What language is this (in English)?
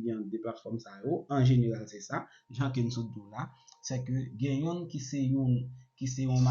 Haitian Creole